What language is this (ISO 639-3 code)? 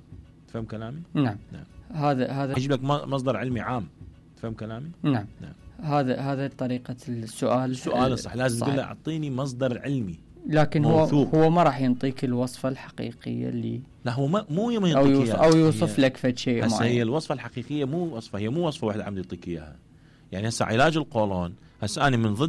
acm